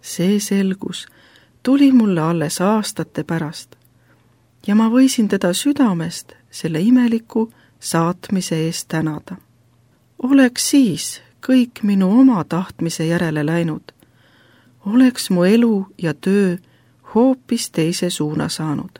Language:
Estonian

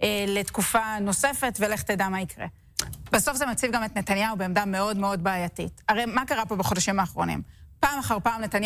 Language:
Hebrew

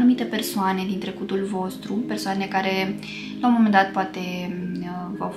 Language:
Romanian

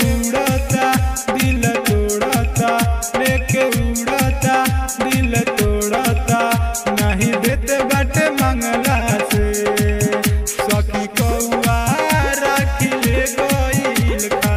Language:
Bhojpuri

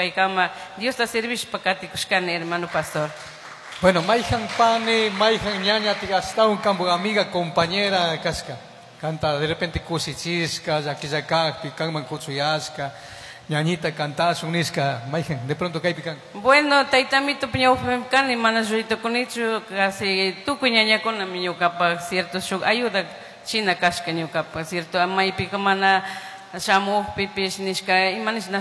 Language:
Chimborazo Highland Quichua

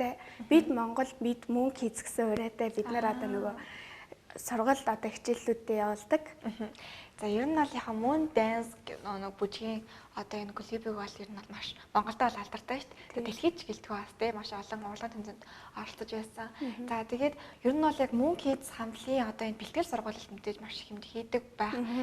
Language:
Mongolian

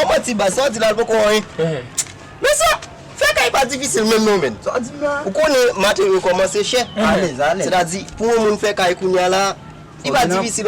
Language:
Haitian Creole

